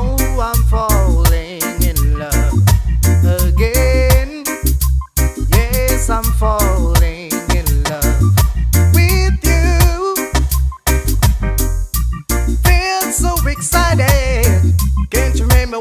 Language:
English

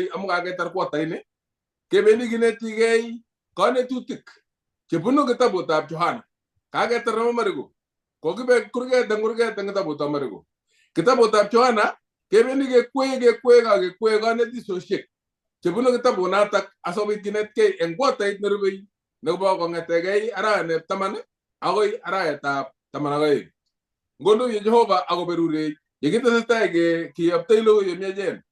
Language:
Kalenjin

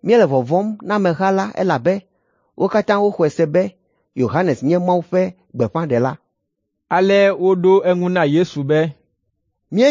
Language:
Ewe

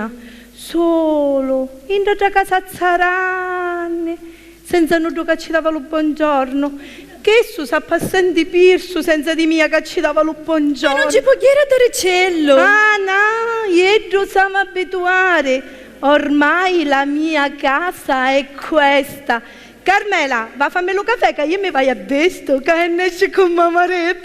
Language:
Sicilian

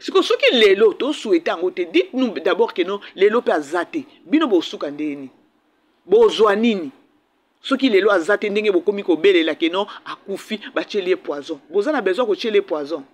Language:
Lingala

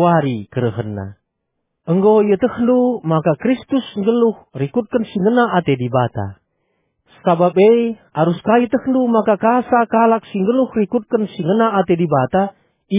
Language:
Batak Karo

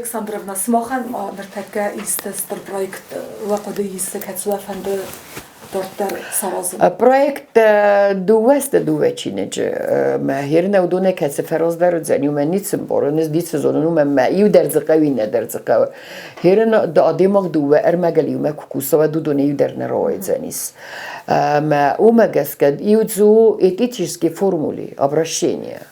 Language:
Ossetic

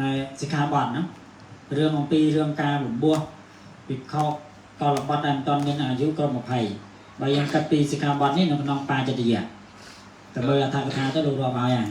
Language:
Khmer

